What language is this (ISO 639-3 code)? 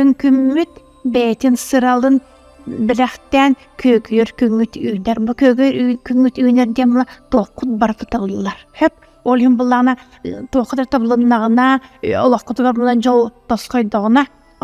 sah